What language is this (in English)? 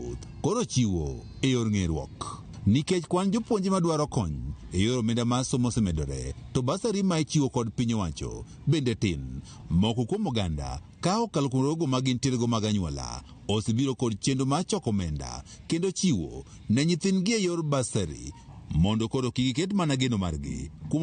Luo (Kenya and Tanzania)